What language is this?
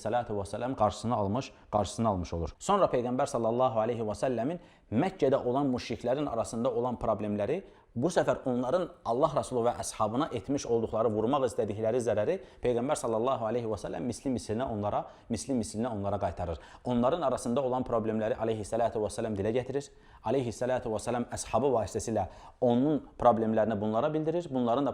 Azerbaijani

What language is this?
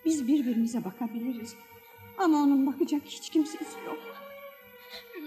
Turkish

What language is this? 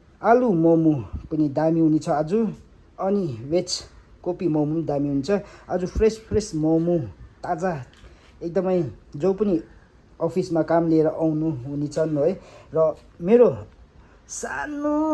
Nepali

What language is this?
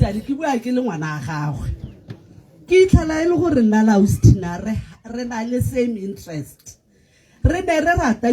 Tswana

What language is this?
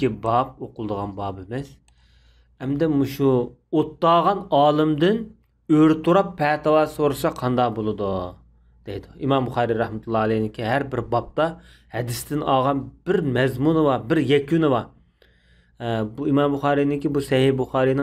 Uyghur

